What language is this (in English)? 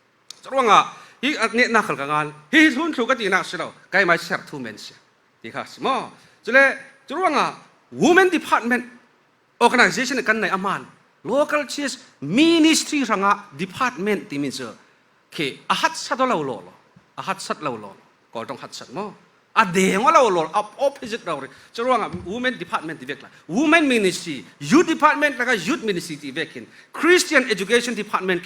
Falam Chin